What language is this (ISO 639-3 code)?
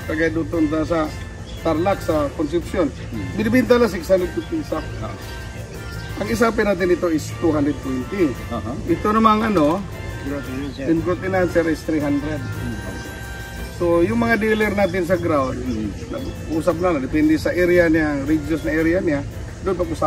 fil